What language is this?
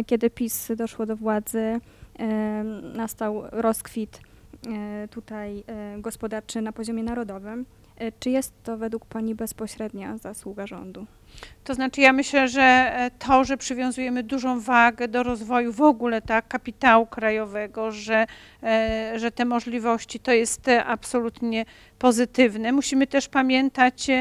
Polish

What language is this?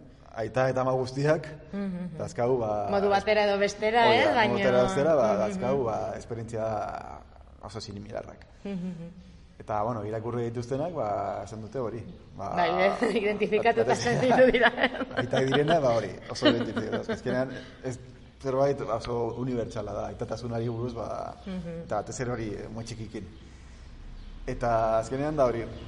Basque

